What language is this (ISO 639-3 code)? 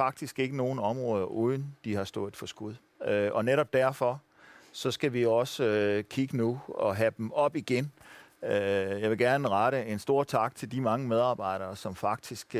dan